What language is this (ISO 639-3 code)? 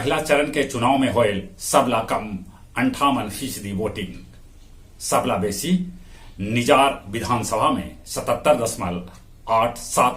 mag